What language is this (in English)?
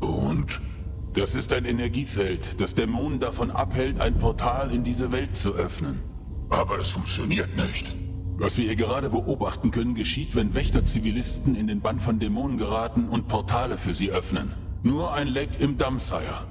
Bavarian